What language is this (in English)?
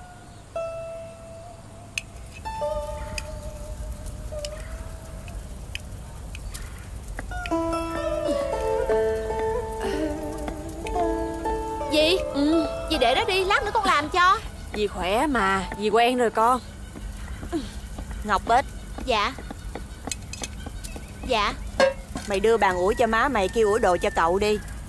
Vietnamese